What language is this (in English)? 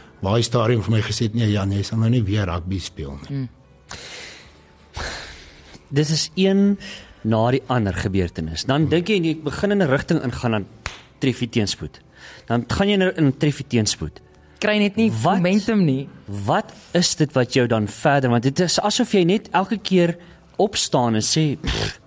Afrikaans